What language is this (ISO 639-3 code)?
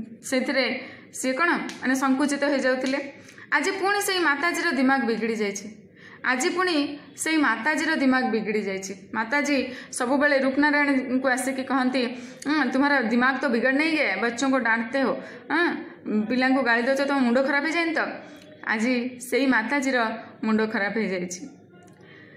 ori